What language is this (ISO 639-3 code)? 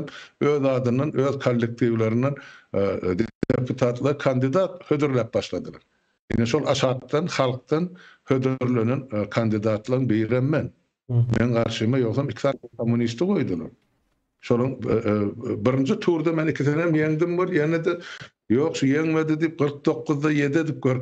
tuk